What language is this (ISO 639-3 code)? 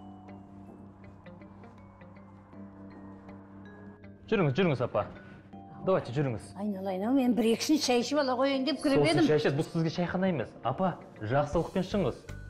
kaz